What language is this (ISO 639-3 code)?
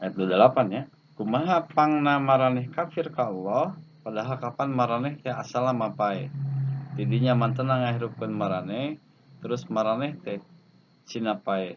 sun